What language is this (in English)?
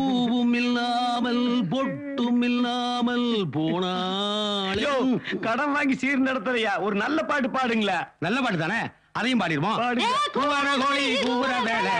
Tamil